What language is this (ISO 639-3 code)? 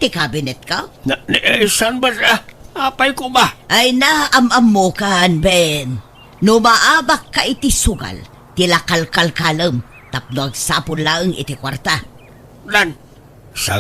ilo